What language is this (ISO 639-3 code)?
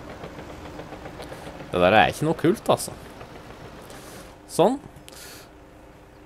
nor